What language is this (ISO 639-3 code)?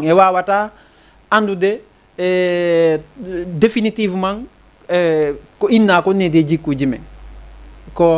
ful